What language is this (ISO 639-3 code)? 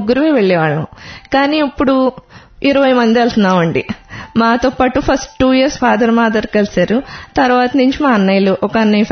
tel